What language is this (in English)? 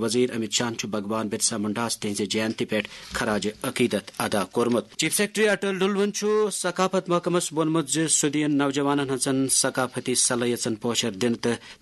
Kashmiri